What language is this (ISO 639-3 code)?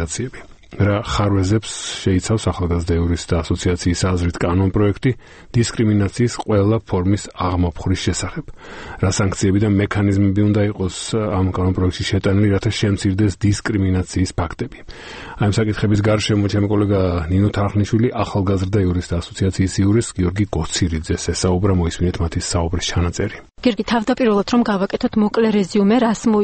kat